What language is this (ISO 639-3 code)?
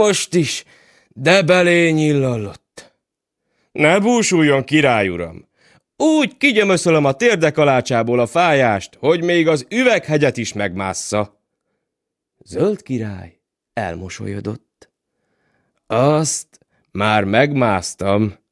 hun